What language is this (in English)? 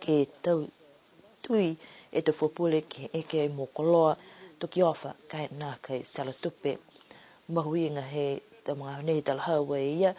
Niuean